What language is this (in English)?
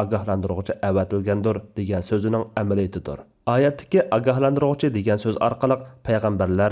Uyghur